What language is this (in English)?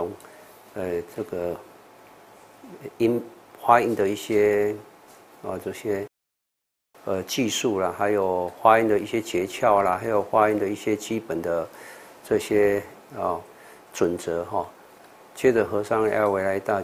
Chinese